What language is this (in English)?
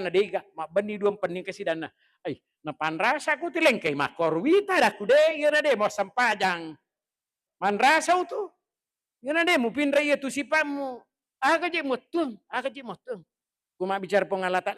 Buginese